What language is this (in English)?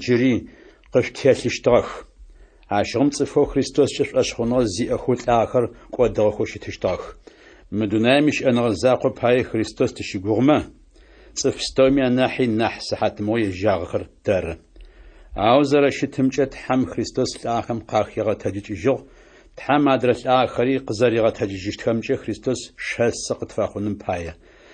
Adyghe